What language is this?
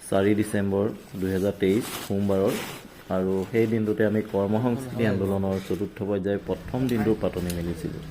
Assamese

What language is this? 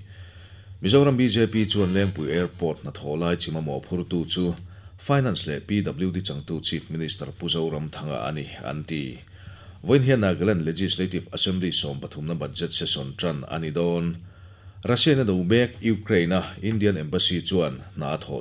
Mizo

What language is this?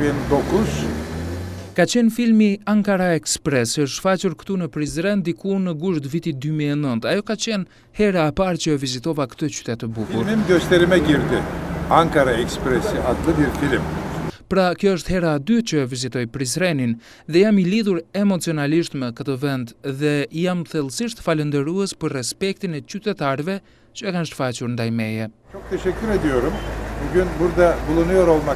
Albanian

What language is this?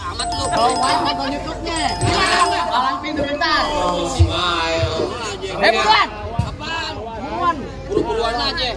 Betawi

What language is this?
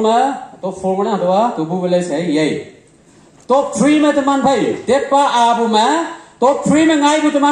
Konyak Naga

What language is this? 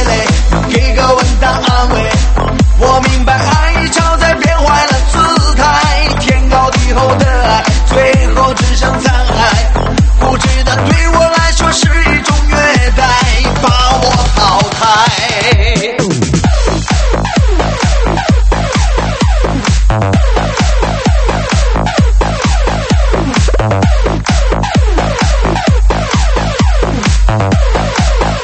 Chinese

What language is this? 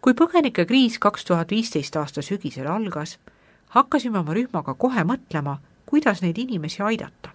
Estonian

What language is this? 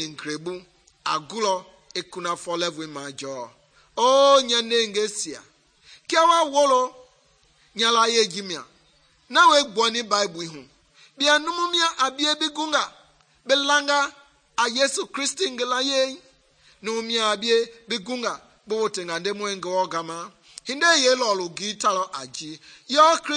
Mende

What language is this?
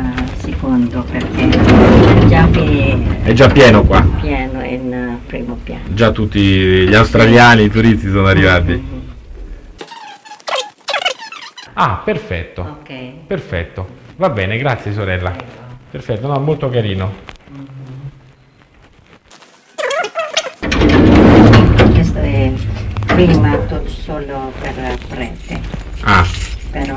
Italian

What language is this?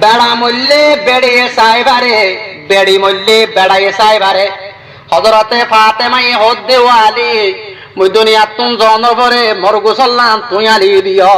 Rohingya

